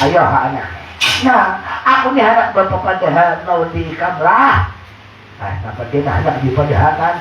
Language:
Banjar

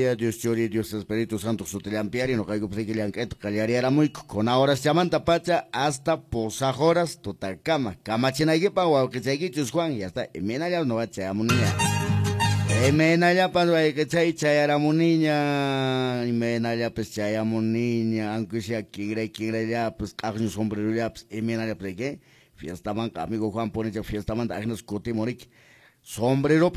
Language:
Quechua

